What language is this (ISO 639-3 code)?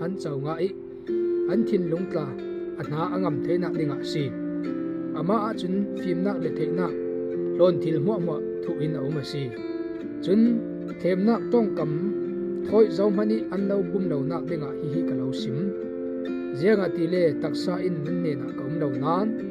cfm